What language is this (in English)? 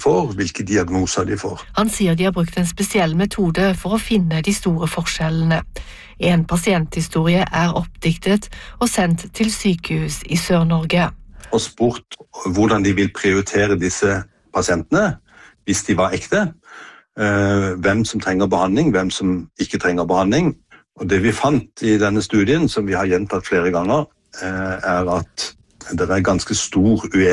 Norwegian